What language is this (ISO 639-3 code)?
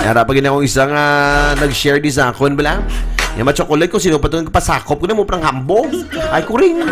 hil